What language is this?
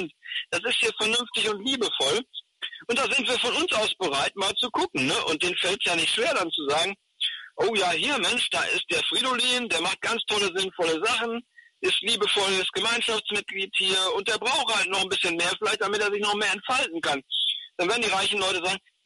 German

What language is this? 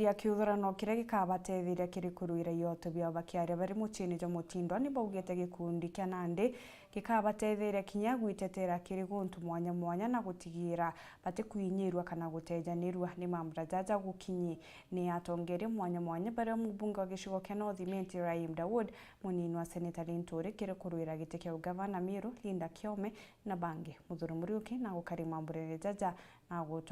Meru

